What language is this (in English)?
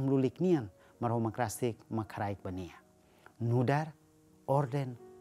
Tetum